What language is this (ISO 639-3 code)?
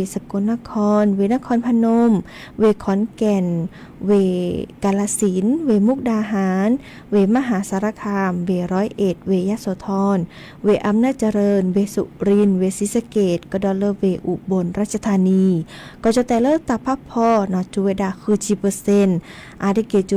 lhu